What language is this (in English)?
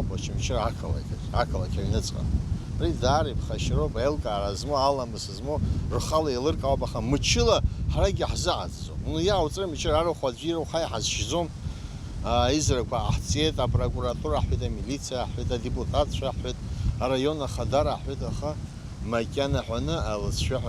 Abkhazian